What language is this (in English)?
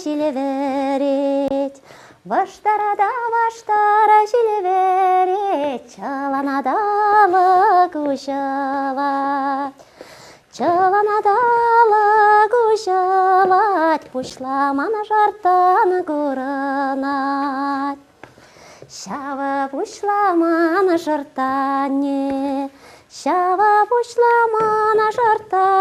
Chuvash